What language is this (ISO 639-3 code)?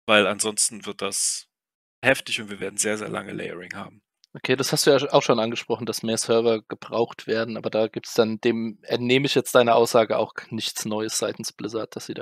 deu